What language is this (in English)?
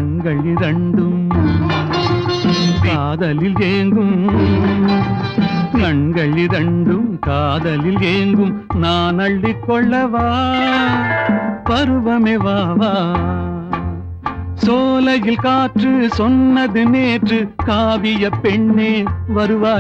Tamil